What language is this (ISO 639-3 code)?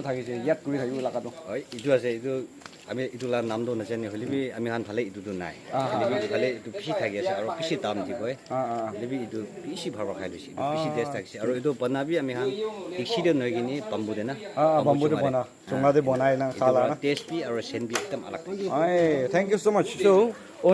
nag